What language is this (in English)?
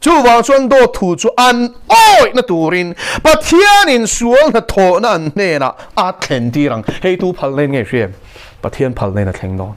Mizo